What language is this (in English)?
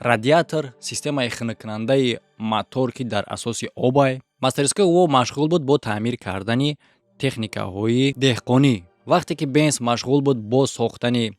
Tajik